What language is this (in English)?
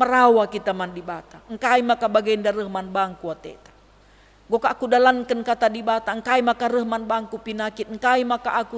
Batak Karo